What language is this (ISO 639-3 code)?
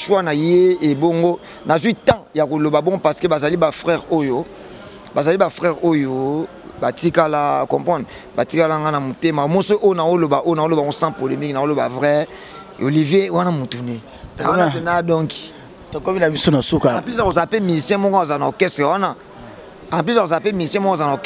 lin